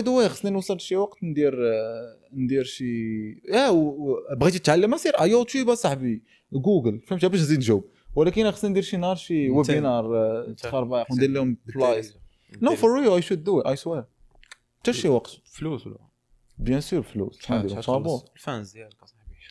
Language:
Moroccan Arabic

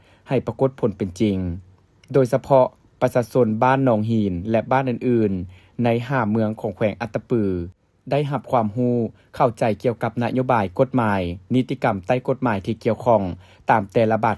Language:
Lao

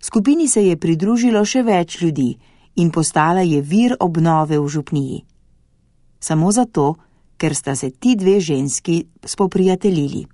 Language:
Slovenian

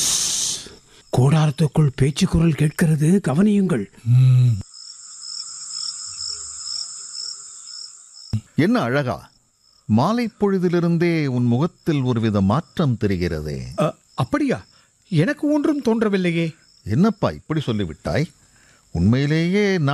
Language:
Tamil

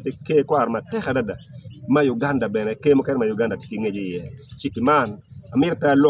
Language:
Acoli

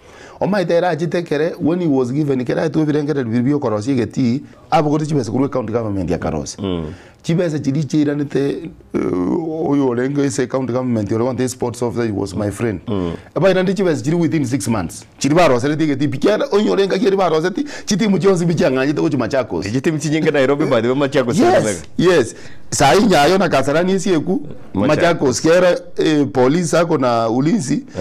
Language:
Gusii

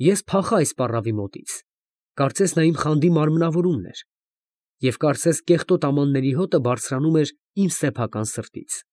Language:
Armenian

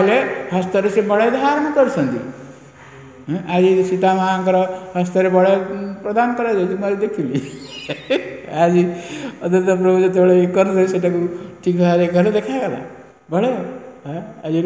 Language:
Odia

